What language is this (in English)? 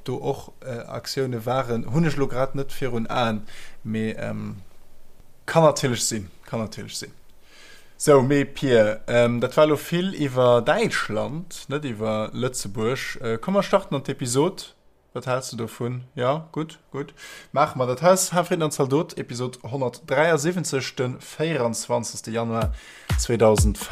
Luxembourgish